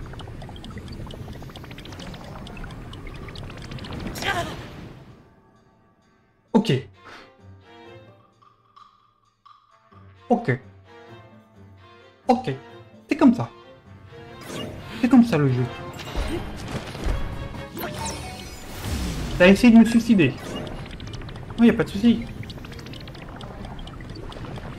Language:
French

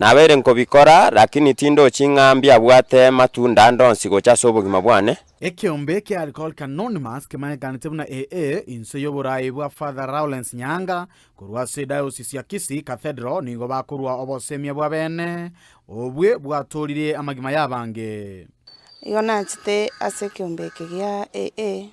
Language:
Gusii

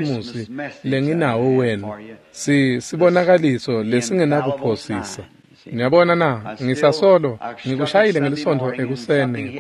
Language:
Swati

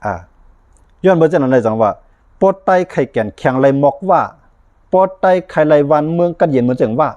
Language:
Shan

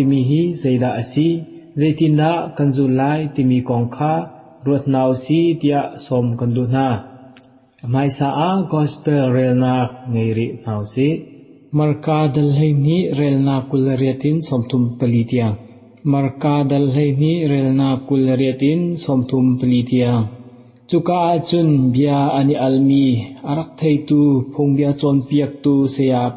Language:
Hakha Chin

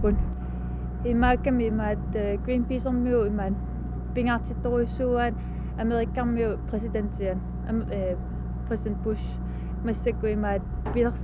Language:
Kalaallisut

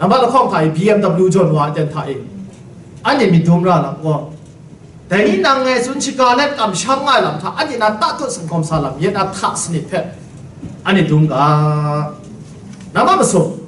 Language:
Kachin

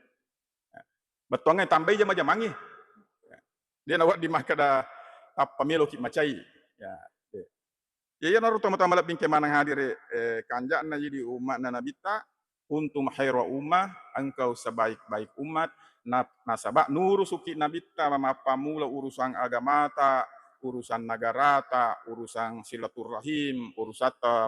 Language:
Buginese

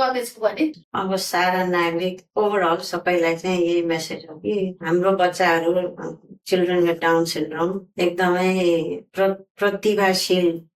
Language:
Nepali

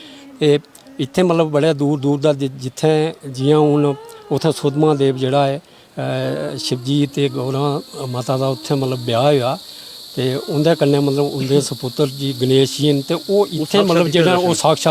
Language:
Dogri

